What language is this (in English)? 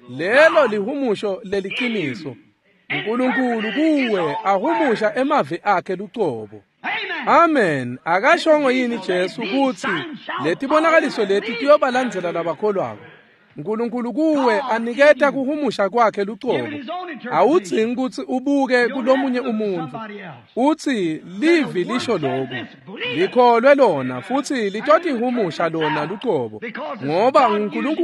Swati